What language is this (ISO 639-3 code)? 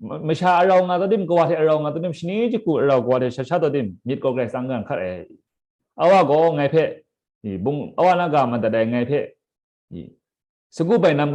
kac